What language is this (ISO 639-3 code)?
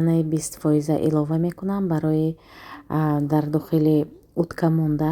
tgk